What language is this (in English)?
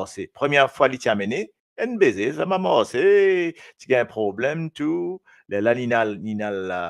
Morisyen